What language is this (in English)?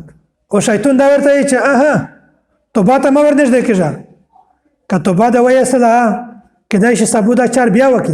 Pashto